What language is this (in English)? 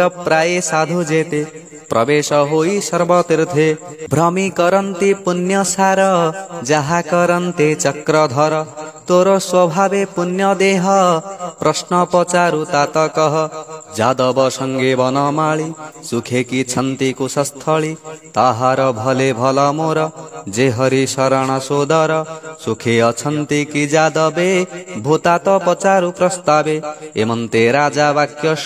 Odia